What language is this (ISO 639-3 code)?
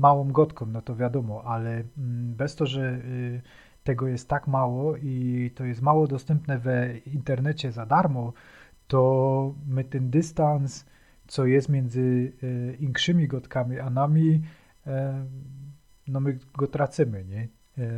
szl